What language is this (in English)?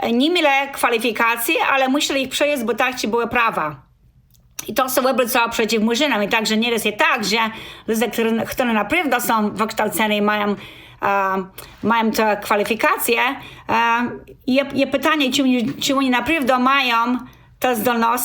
Kashubian